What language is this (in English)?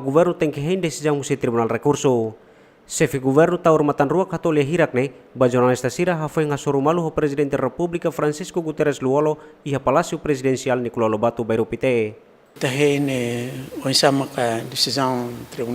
Tetum